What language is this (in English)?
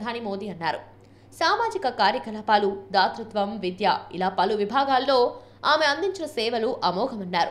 Telugu